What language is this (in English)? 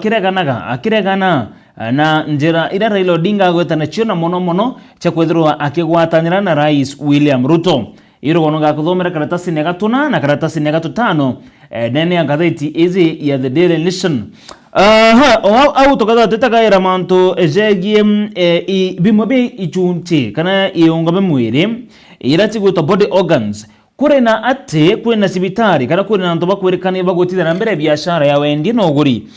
Meru